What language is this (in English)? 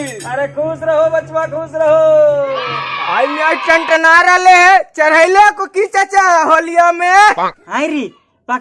Magahi